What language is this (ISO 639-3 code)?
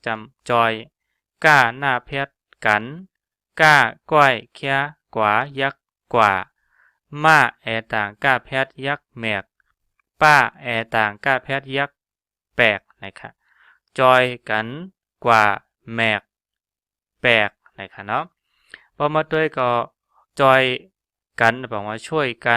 shn